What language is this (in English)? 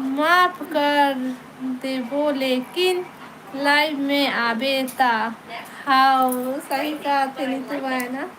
Chhattisgarhi